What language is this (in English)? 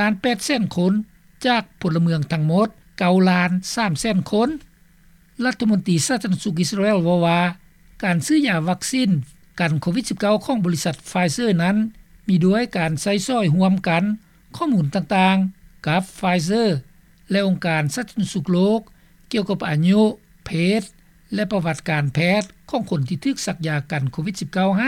Lao